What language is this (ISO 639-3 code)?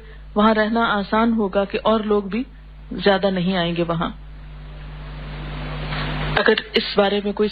urd